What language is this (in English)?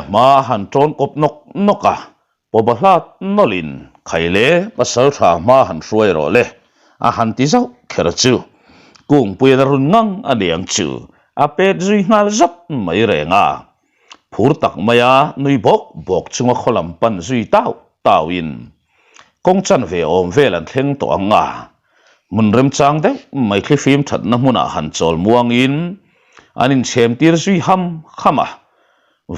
Mizo